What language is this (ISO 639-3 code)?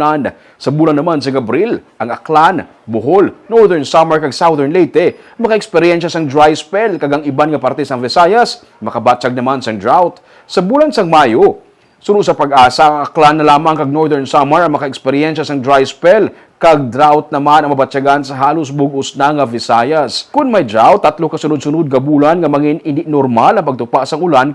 hil